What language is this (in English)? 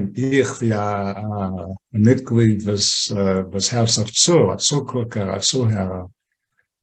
Yiddish